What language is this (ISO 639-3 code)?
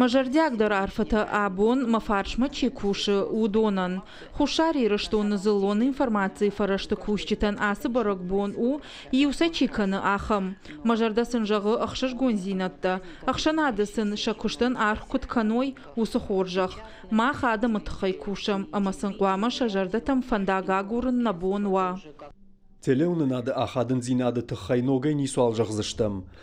oss